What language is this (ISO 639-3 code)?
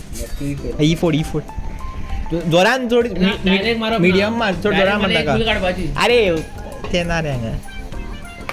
kok